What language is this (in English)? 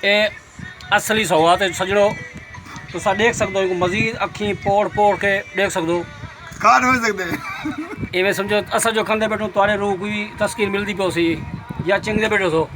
Saraiki